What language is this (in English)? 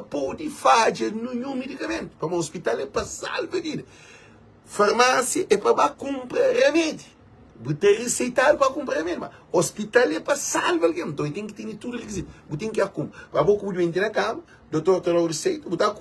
Kabuverdianu